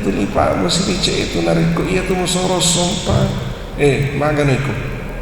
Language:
Buginese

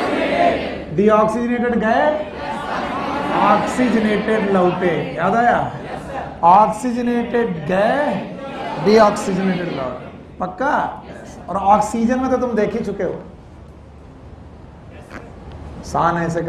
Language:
Hindi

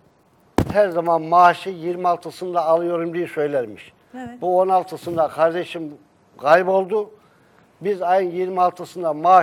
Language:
Turkish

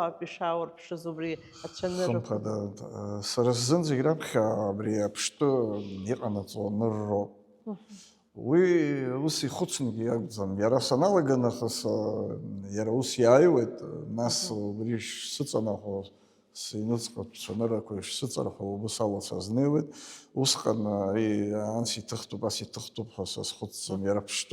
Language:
Abkhazian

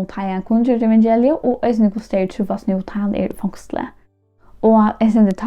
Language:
Faroese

